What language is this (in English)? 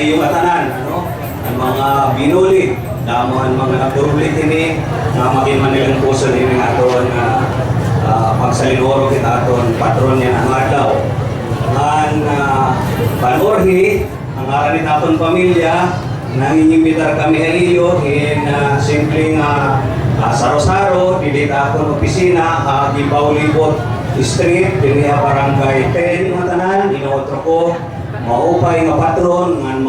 Waray